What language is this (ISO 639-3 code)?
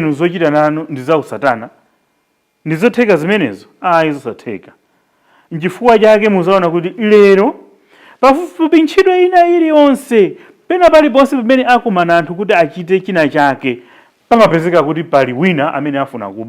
nya